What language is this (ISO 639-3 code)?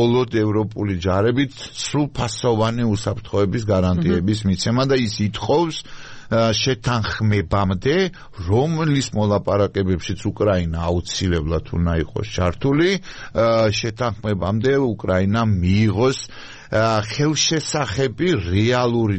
kat